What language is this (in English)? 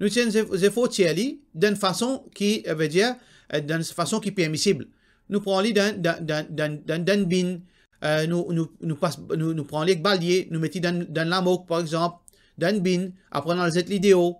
Morisyen